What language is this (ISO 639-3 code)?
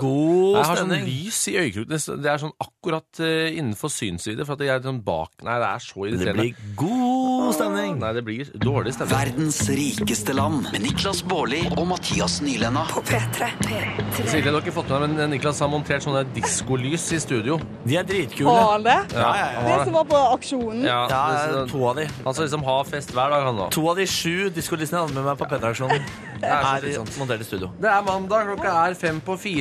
nor